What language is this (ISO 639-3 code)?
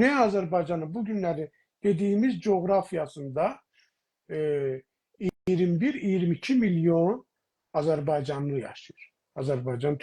azb